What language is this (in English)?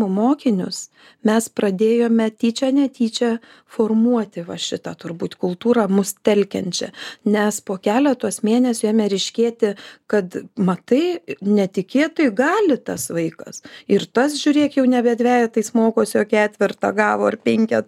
Lithuanian